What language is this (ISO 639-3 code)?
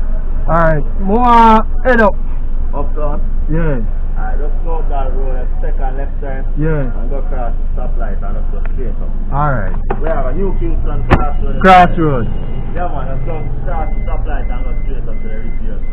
jam